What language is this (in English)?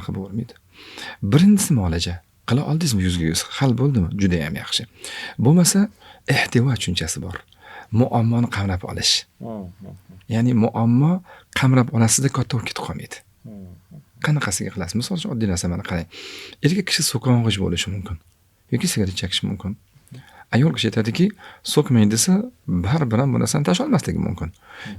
Uzbek